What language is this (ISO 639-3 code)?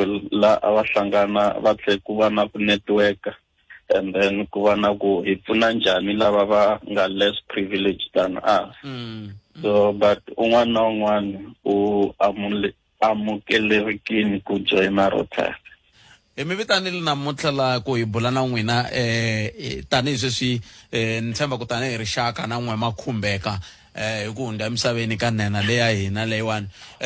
tso